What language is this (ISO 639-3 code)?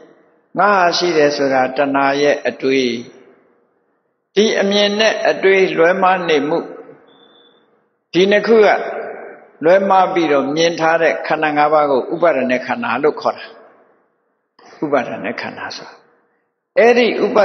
mya